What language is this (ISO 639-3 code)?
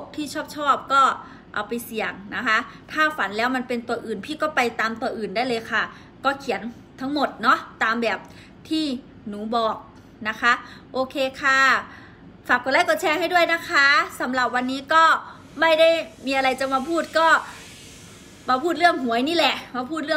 tha